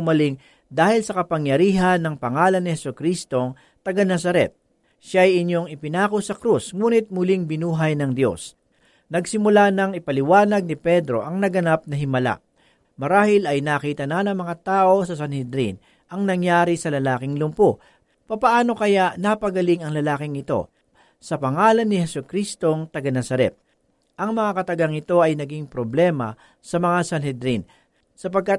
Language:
Filipino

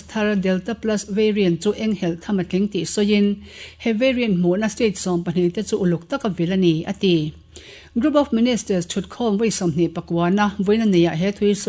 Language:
Mizo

